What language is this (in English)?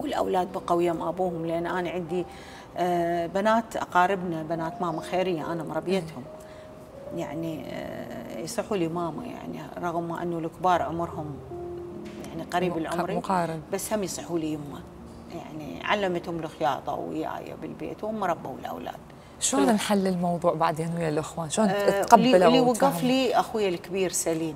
Mesopotamian Arabic